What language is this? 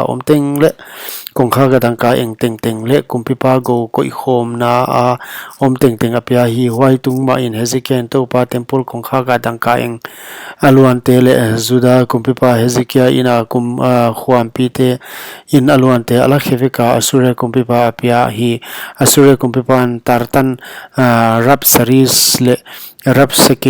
Paite Chin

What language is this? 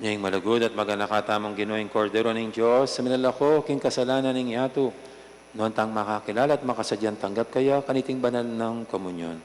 Pampanga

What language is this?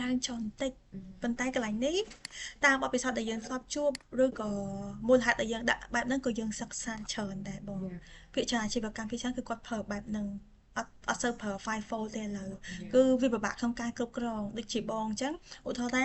Khmer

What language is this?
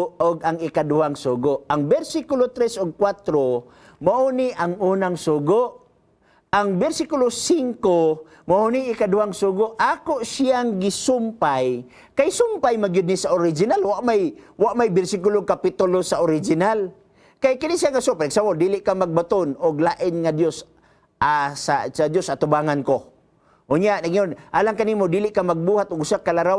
Cebuano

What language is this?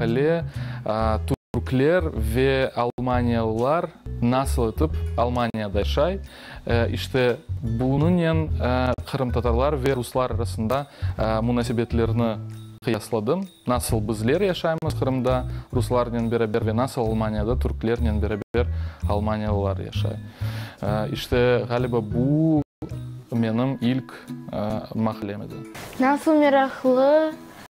Crimean Tatar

